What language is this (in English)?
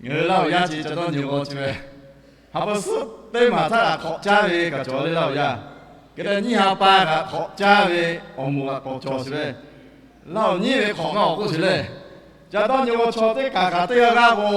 Lahu